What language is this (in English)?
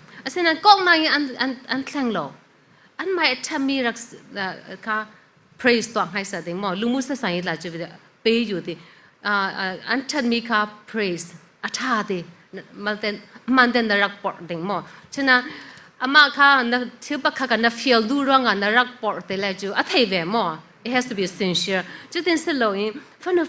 Falam Chin